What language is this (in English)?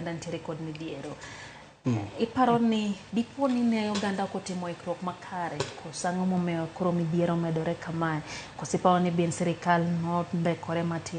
Luo (Kenya and Tanzania)